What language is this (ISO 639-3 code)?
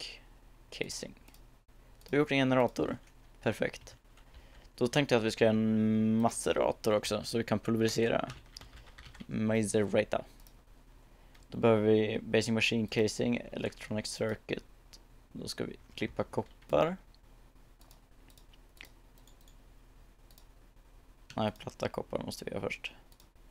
swe